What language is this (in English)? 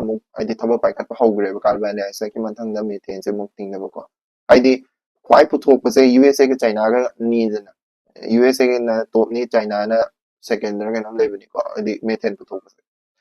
Manipuri